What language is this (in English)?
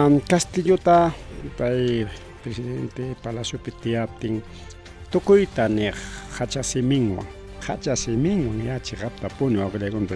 Ayacucho Quechua